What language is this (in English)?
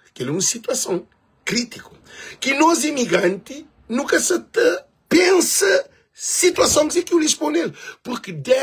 Kabuverdianu